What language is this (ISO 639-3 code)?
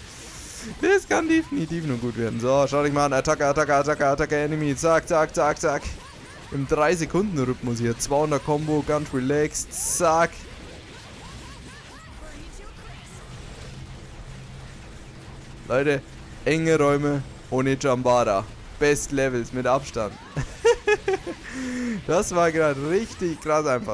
deu